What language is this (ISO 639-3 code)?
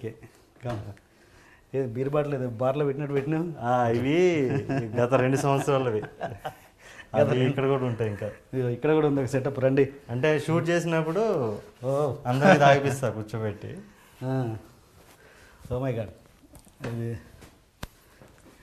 tel